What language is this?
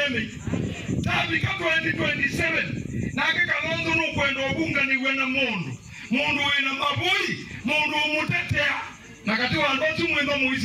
Kamba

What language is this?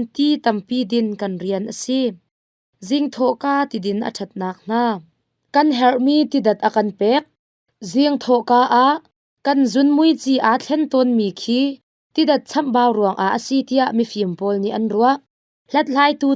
Hakha Chin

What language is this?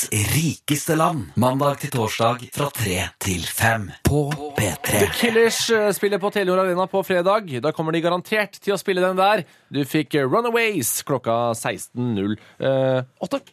Norwegian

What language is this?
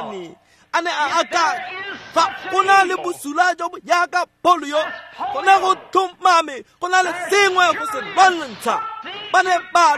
Tswana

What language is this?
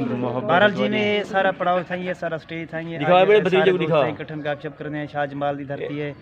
Saraiki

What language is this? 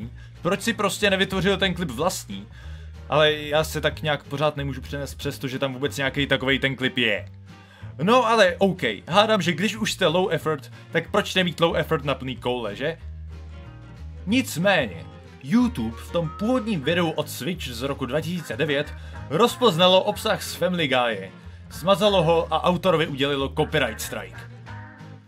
Czech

